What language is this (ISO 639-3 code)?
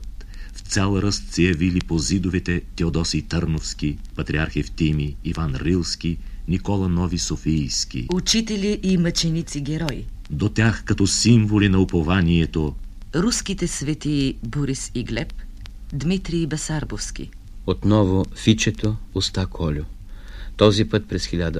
bul